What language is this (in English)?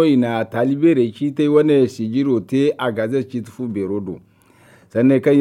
Zarma